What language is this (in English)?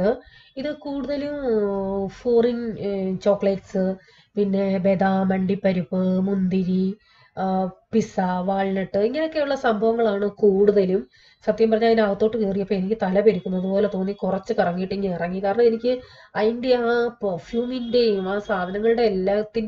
Malayalam